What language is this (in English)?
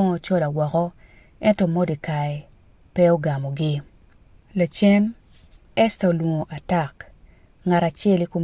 Acoli